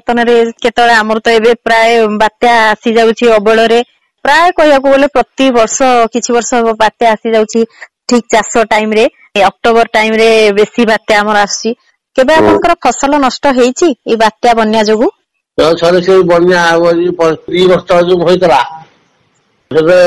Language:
Odia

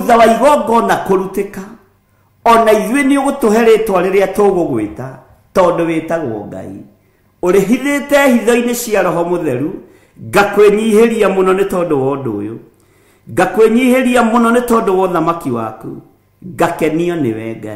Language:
Kikuyu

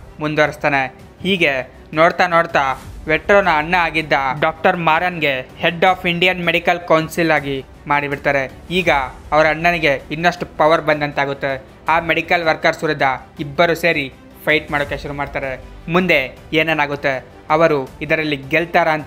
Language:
Kannada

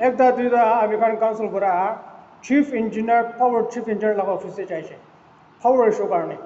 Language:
Naga Pidgin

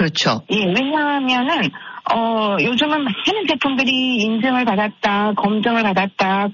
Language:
Korean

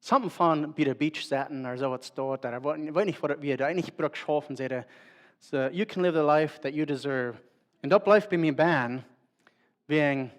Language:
Plautdietsch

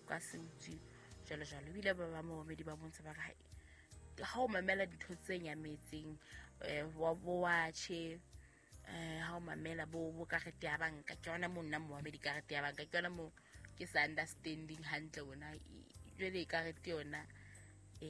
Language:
Southern Sotho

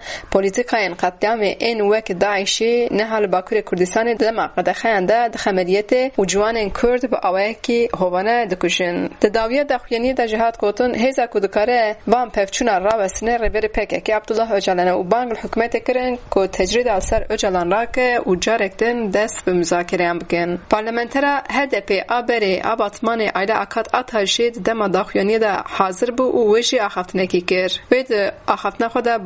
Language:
Kurdish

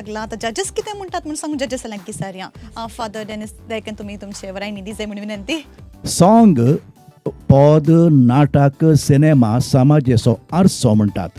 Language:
Konkani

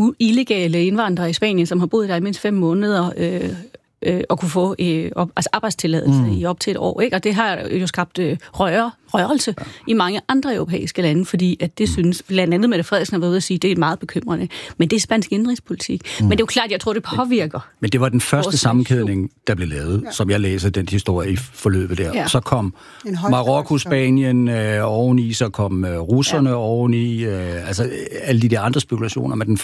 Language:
Danish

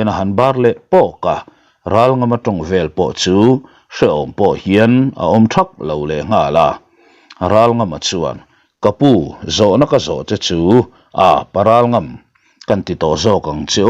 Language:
Mizo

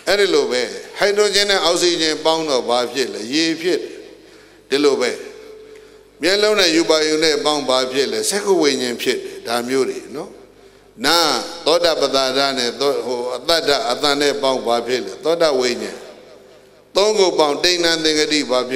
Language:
Burmese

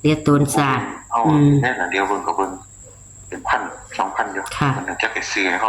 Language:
Northeastern Thai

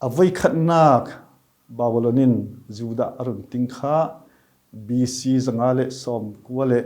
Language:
Falam Chin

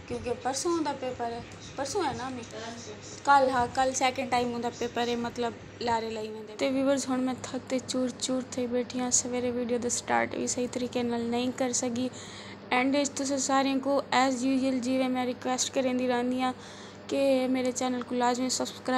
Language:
Saraiki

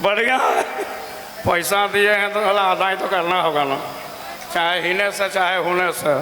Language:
Sadri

